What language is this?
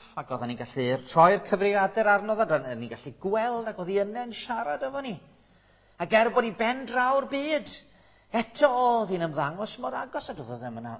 Welsh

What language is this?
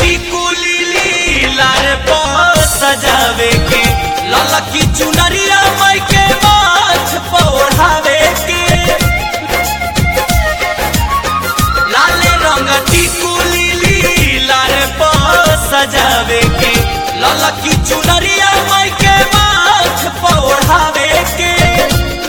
Bhojpuri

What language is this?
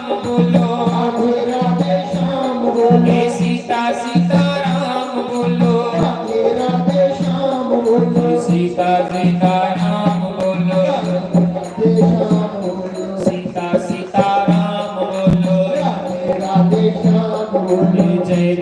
Dogri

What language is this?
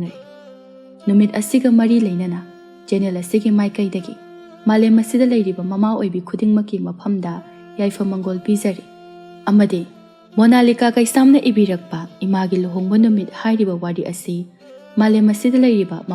Manipuri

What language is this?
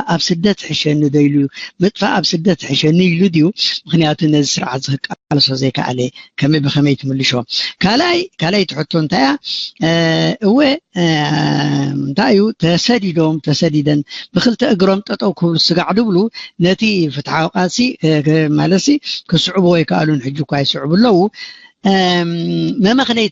Tigrinya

